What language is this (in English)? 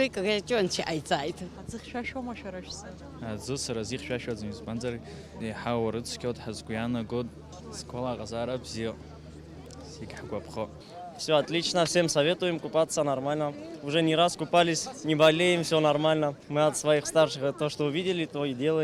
Abkhazian